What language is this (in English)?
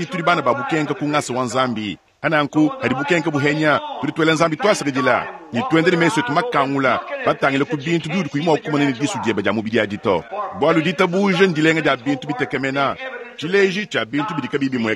Luba-Lulua